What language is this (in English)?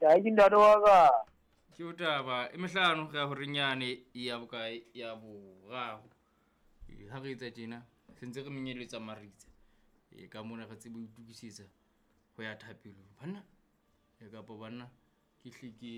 Southern Sotho